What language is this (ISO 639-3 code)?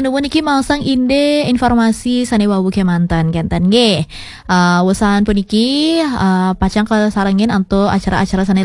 ban